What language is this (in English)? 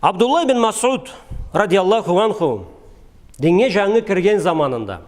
Karachay-Balkar